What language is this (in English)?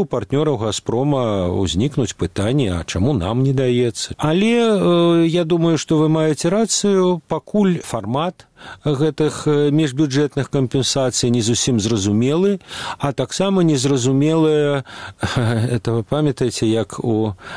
Belarusian